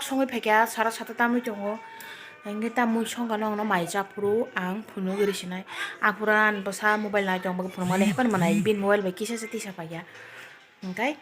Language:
Kok Borok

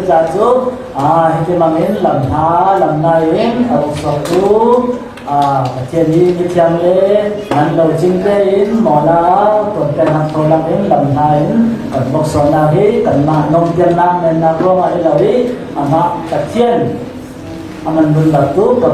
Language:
Falam Chin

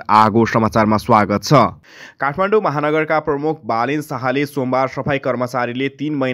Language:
Nepali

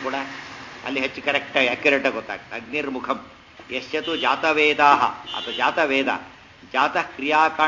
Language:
Kannada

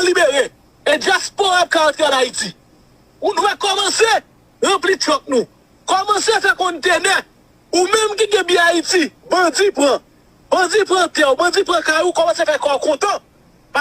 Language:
Haitian Creole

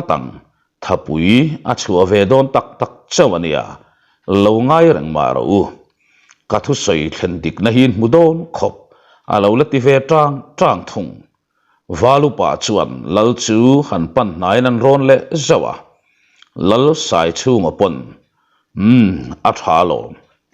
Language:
Mizo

